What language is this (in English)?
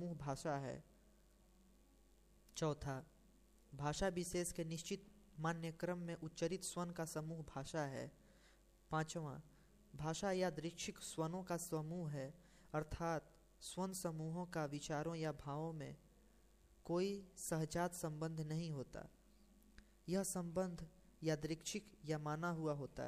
Hindi